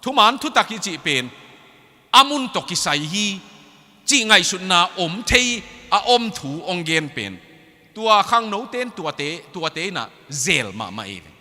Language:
Tedim Chin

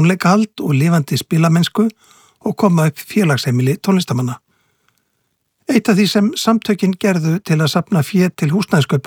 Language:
Icelandic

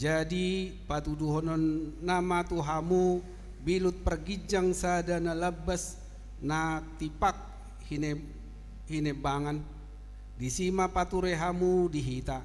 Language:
Batak Toba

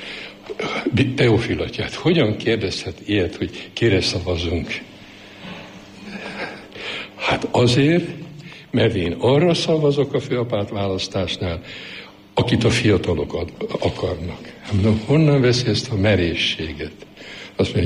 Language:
Hungarian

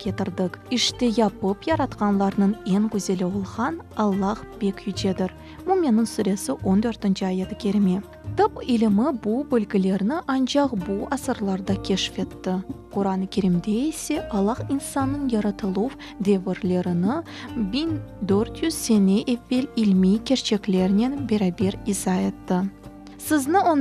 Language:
Crimean Tatar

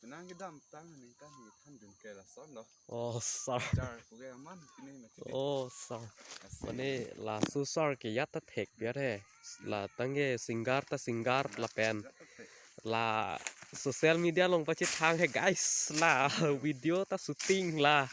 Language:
Karbi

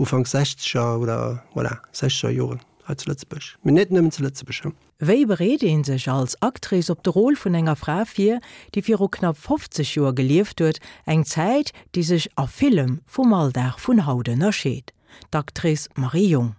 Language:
Luxembourgish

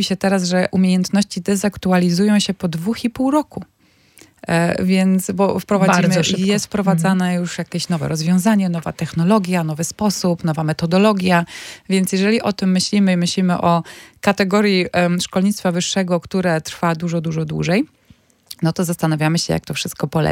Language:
Polish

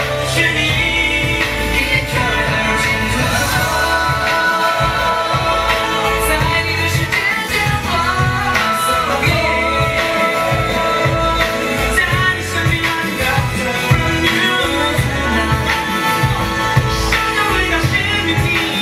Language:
Chinese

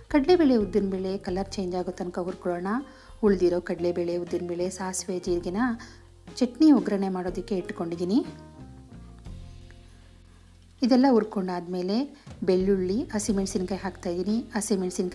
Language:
Kannada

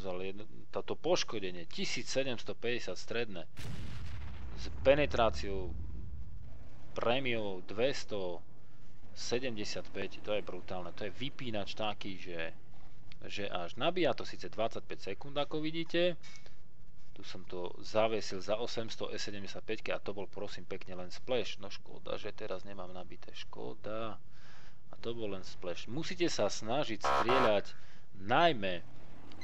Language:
Slovak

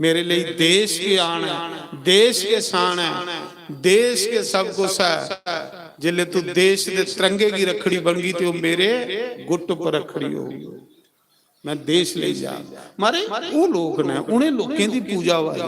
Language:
Dogri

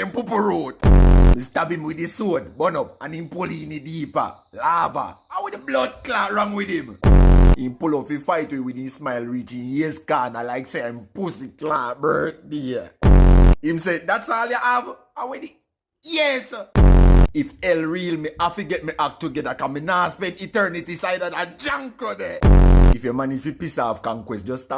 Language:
Jamaican Creole English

